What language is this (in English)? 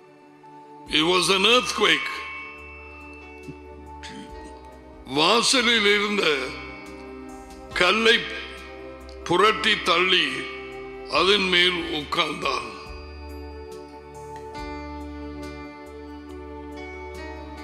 Tamil